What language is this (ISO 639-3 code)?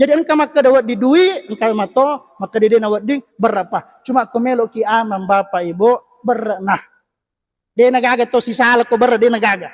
bug